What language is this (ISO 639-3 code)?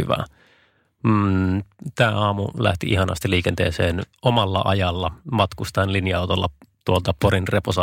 fin